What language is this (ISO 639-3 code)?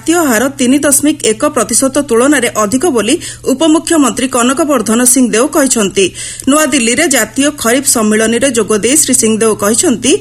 ori